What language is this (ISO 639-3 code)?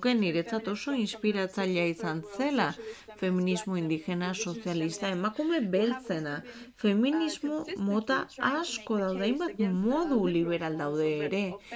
eus